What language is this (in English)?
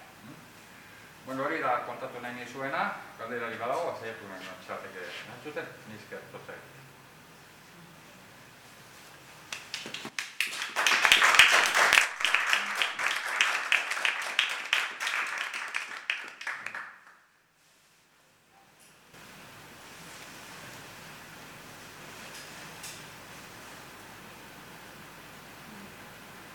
Basque